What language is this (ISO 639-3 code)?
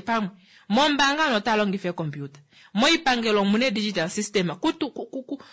kua